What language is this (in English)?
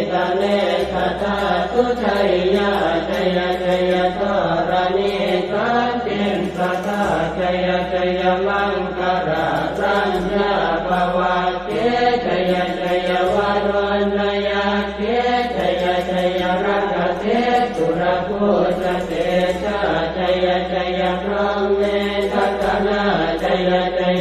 Pali